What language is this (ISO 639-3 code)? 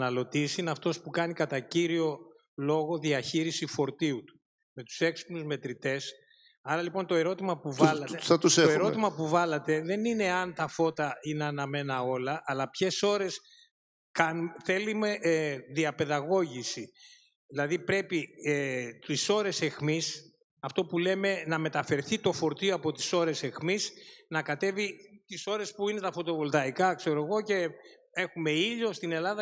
ell